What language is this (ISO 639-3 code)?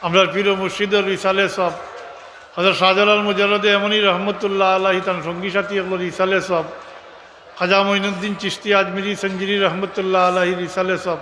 syl